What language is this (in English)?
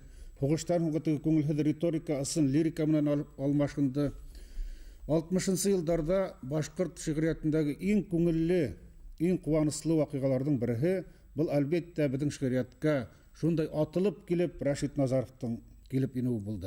Bashkir